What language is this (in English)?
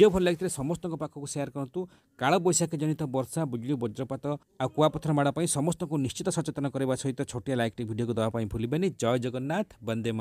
Odia